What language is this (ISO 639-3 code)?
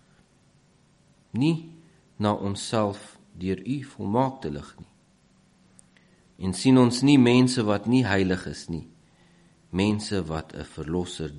afr